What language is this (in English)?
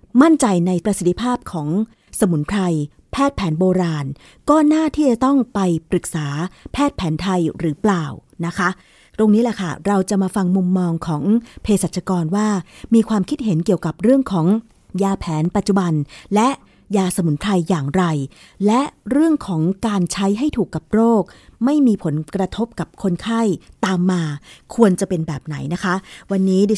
Thai